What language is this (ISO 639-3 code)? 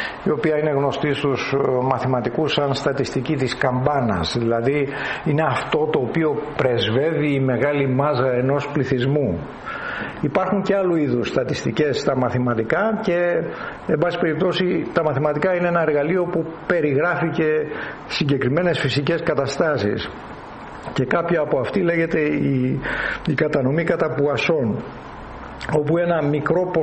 ell